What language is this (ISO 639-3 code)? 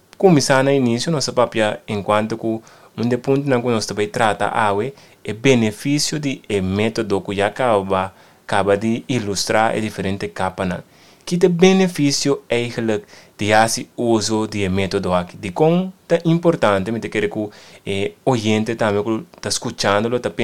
pap